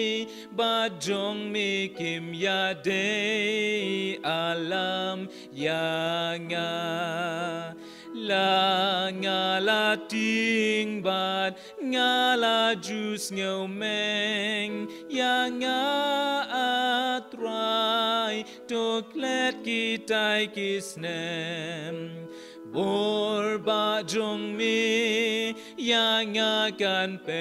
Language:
Khasi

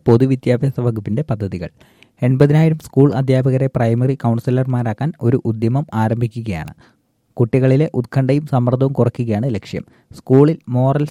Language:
Malayalam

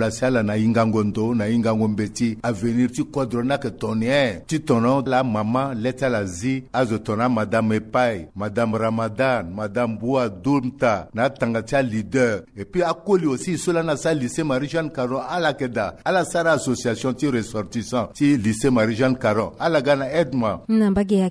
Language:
Sango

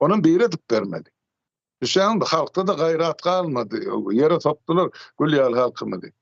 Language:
Turkmen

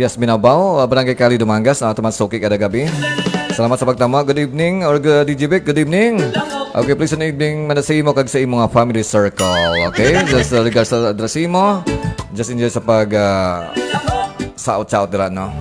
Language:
Hiligaynon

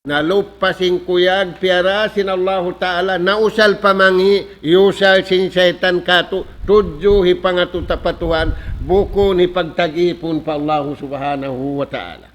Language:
Tausug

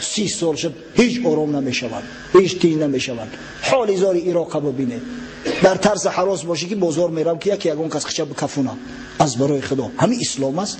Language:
Tajik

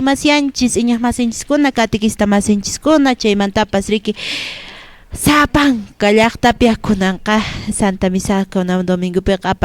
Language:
Quechua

